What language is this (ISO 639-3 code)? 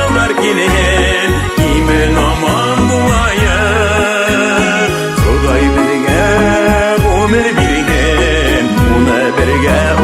bak